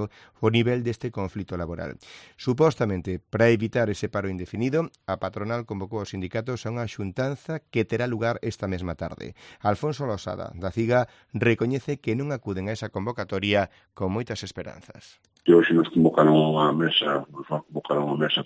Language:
Galician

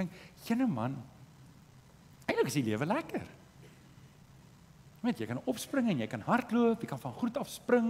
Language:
Afrikaans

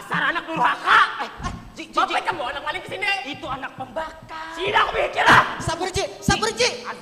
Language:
Banjar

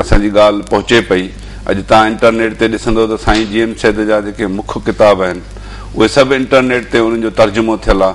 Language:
Sindhi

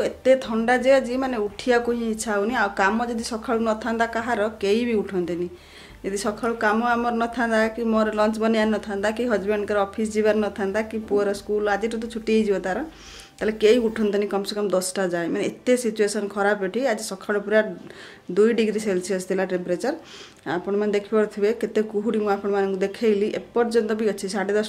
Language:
Odia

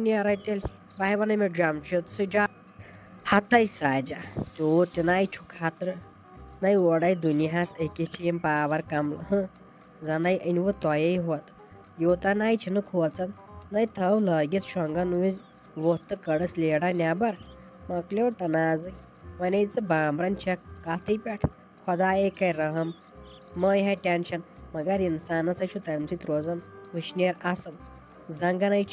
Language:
Kashmiri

